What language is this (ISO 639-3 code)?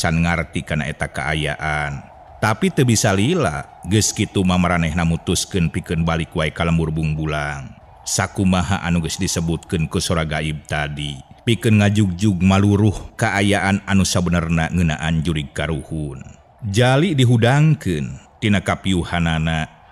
sun